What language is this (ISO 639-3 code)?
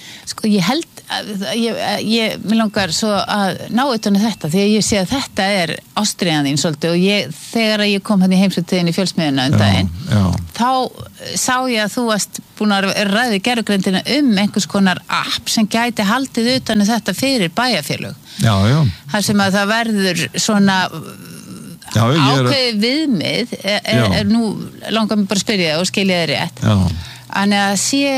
isl